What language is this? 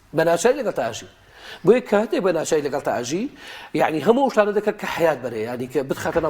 Central Kurdish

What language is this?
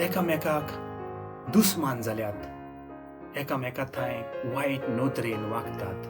Konkani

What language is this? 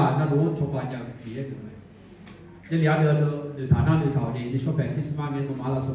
Akha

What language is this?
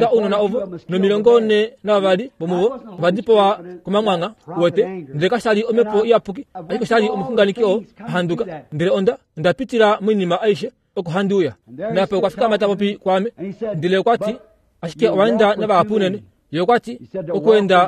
Kuanyama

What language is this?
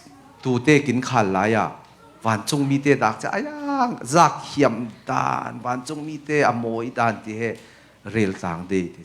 Falam Chin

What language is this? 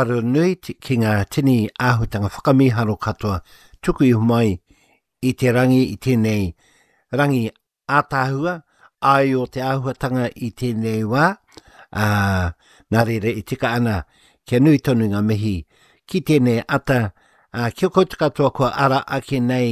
Māori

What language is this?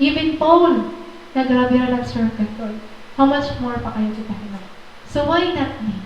Waray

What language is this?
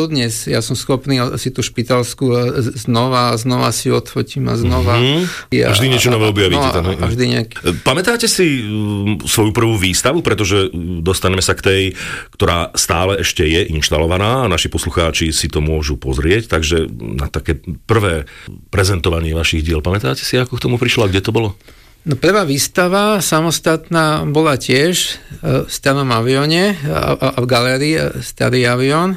Slovak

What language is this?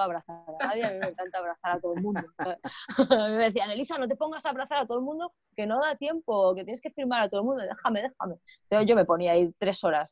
Spanish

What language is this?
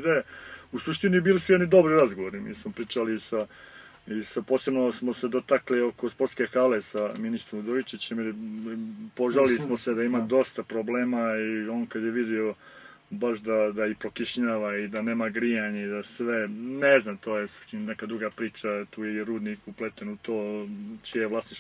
Serbian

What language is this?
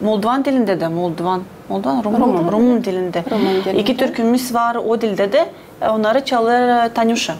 Gagauz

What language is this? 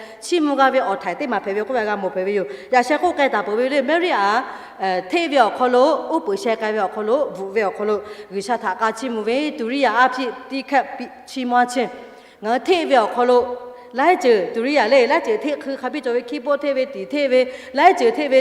Lahu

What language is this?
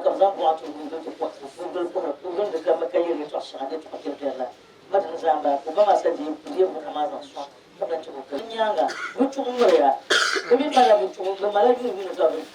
Dagbani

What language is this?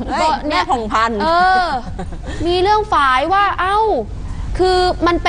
Thai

